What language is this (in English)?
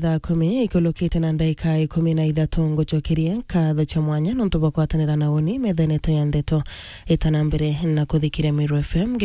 Meru